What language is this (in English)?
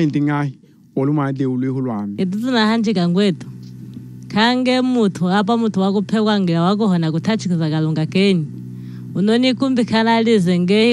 Lunda